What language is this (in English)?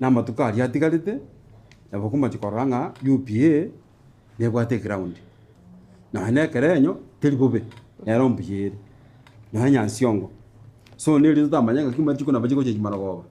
Gusii